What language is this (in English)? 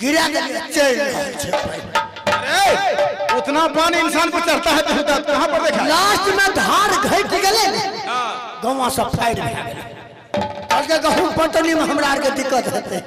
Maithili